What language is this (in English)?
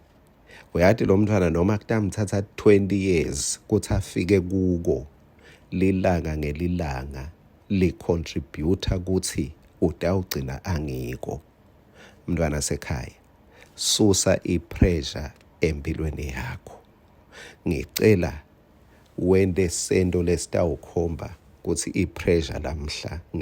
Swati